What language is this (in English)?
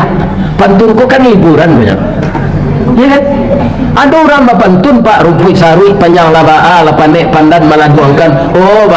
Minangkabau